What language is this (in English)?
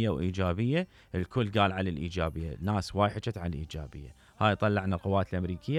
Mesopotamian Arabic